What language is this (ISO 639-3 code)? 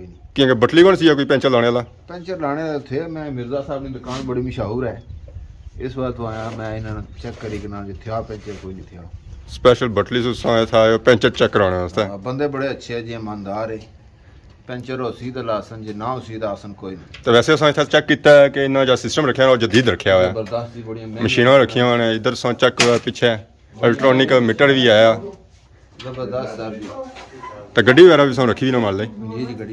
phr